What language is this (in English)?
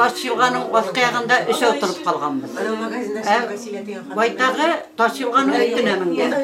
Bashkir